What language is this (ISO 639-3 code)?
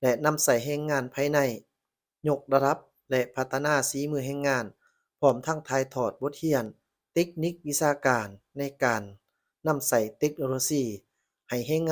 lao